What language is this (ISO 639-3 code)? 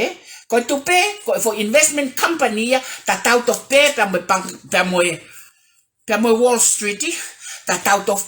ton